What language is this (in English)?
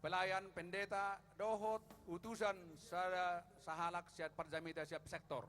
Batak Toba